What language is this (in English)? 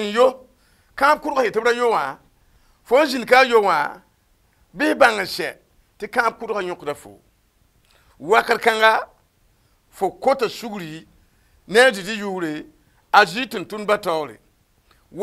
Mossi